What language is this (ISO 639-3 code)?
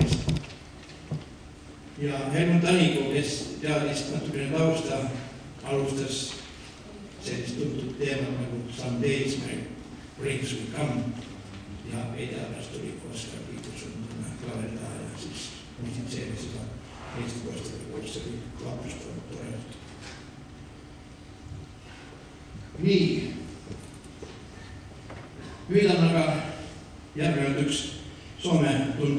est